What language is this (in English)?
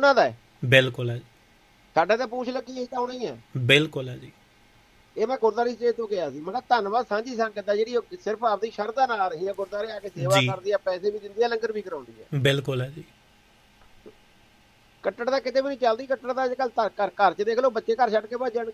Punjabi